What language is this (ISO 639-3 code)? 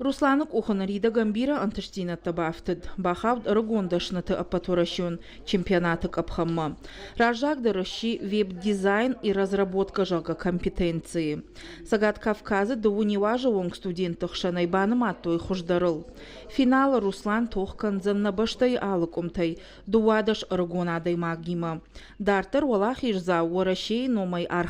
oss